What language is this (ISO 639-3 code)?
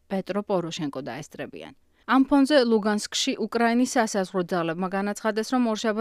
kat